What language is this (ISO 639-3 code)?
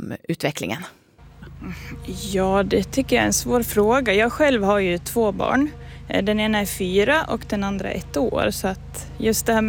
swe